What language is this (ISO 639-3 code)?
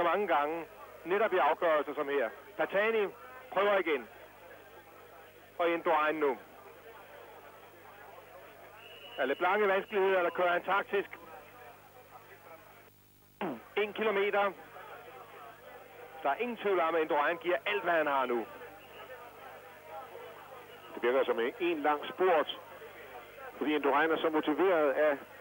dan